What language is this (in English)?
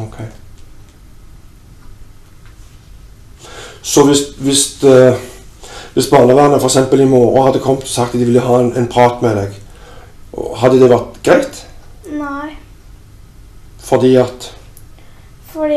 Norwegian